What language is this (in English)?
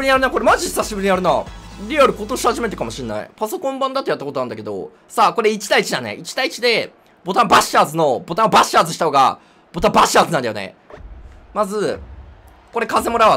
Japanese